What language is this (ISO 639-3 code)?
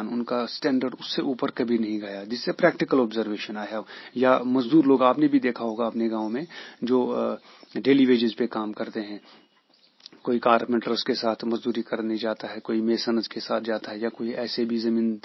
hin